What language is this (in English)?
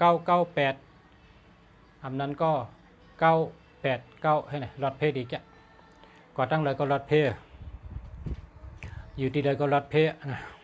Shan